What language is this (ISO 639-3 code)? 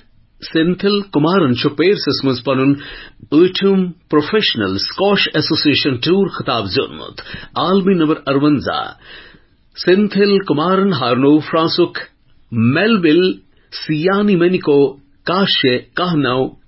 kas